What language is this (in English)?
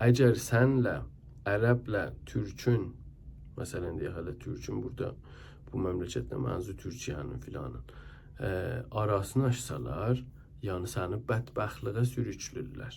South Azerbaijani